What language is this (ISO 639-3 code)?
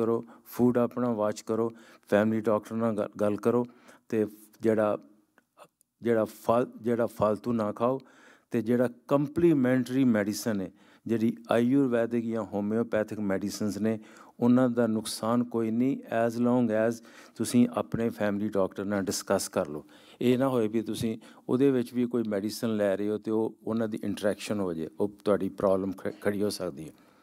pan